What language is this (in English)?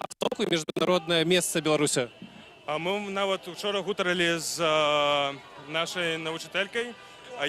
Belarusian